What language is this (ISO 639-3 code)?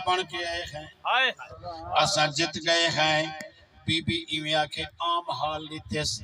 skr